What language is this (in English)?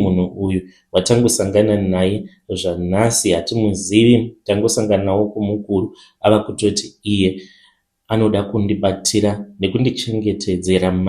Shona